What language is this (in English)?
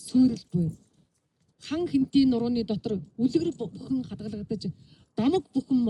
Mongolian